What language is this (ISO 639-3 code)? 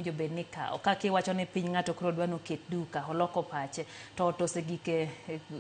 luo